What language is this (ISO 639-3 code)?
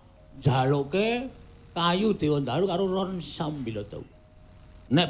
jav